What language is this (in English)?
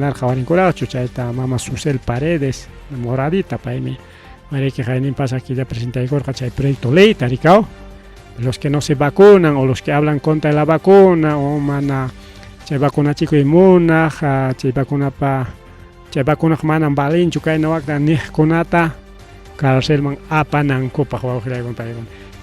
Ayacucho Quechua